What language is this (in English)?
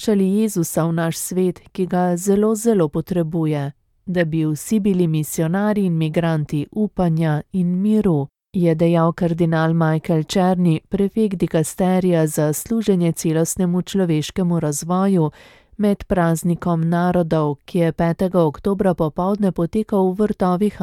Slovenian